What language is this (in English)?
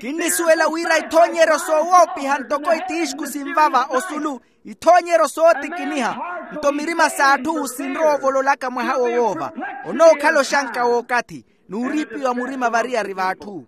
Makhuwa